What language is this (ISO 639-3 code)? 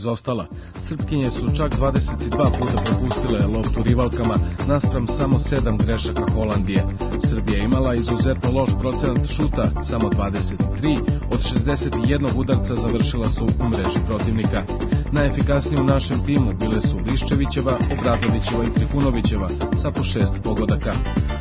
srp